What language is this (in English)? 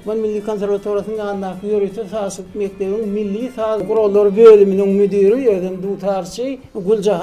Turkmen